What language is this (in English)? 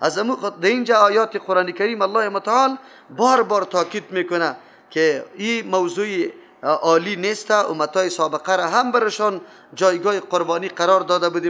Persian